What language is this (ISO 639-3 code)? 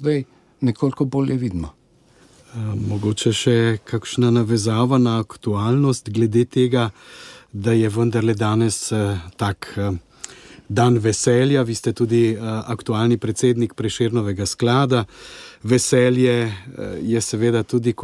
slv